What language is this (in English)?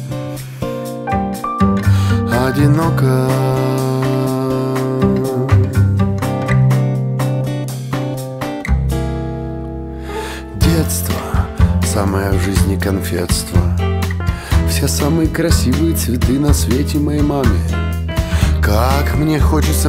Russian